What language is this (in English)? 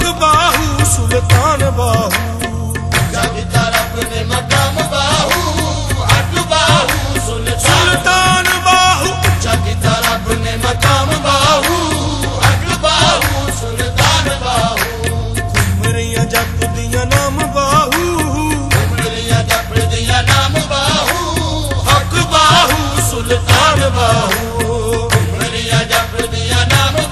Punjabi